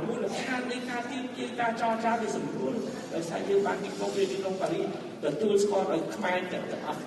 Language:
Khmer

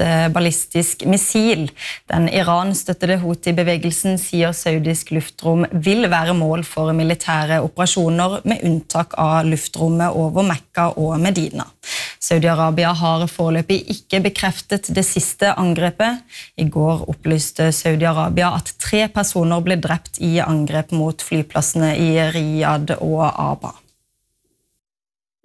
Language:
Norwegian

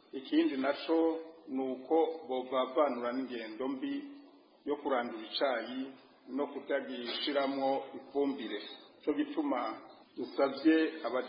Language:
Rundi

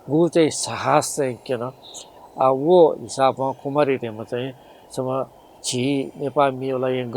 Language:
Newari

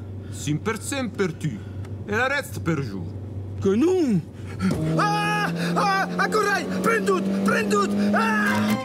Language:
Occitan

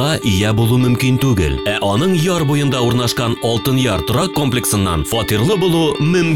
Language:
Tatar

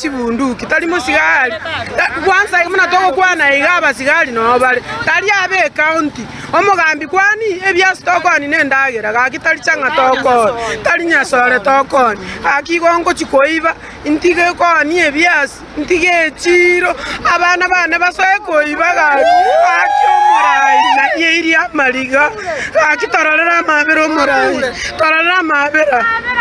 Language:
Gusii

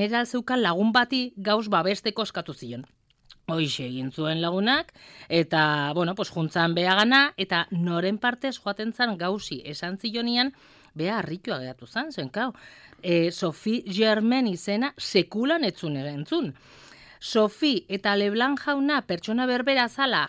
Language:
Basque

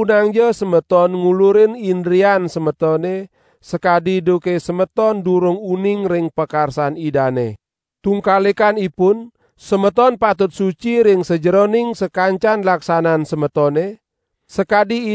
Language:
Balinese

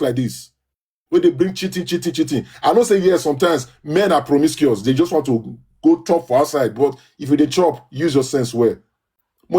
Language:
Nigerian Pidgin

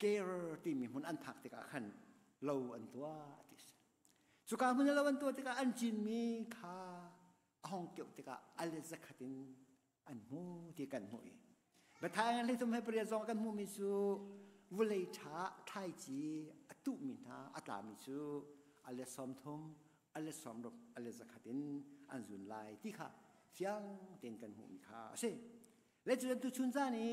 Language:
Hakha Chin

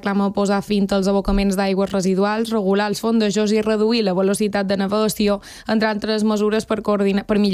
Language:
Catalan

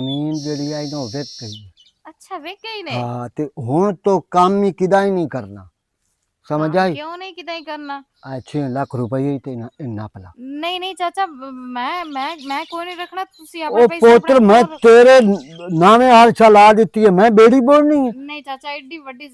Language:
Western Panjabi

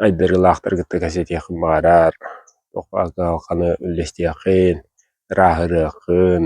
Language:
Yakut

